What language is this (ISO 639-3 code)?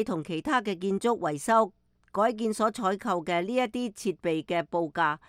yue